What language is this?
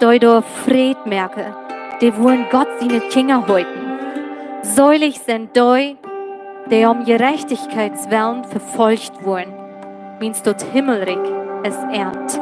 Plautdietsch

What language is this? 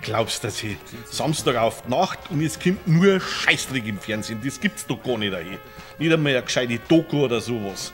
Bavarian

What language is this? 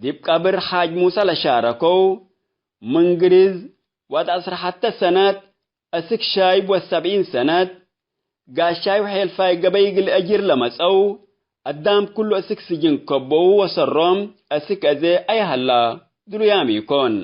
Tigre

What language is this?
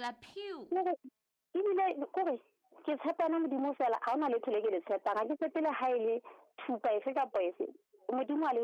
Southern Sotho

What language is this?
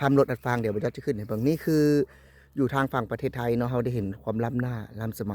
Lao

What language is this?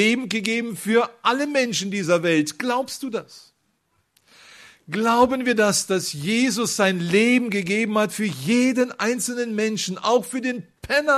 German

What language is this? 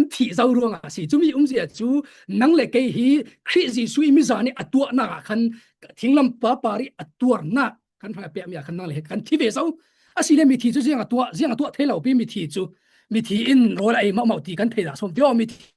Falam Chin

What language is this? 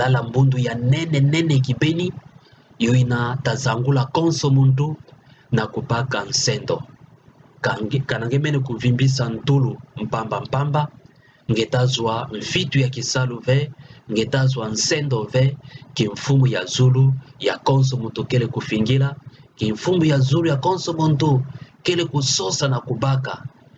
Kituba (Democratic Republic of Congo)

